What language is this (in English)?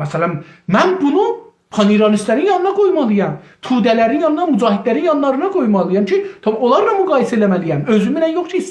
South Azerbaijani